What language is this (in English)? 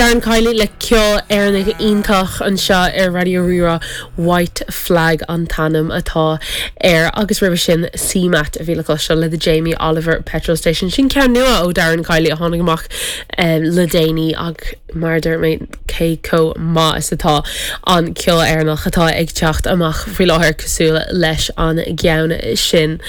Irish